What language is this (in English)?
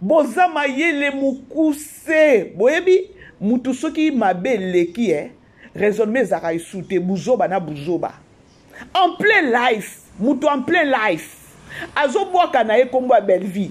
Lingala